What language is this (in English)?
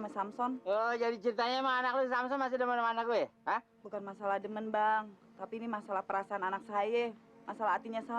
Betawi